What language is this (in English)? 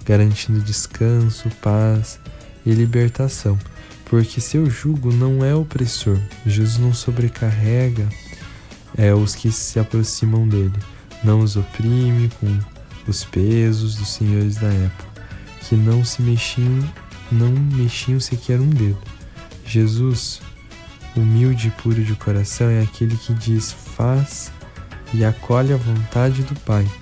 Portuguese